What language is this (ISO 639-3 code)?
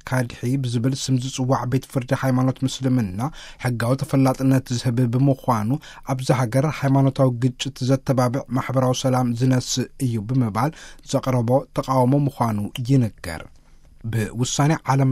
tir